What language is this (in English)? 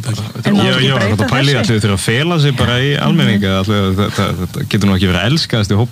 Icelandic